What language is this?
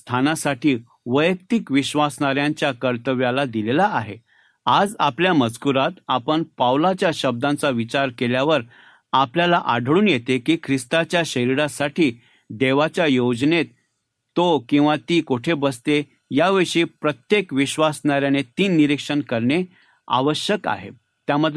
Marathi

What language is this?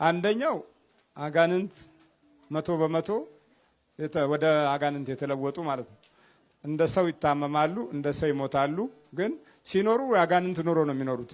Amharic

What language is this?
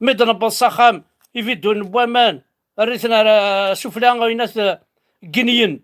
Kabyle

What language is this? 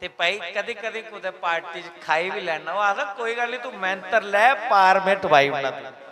Dogri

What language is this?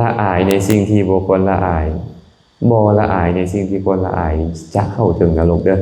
Lao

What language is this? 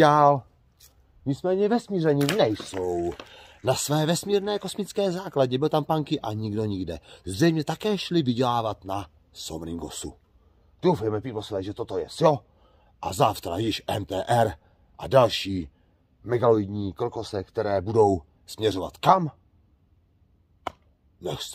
Czech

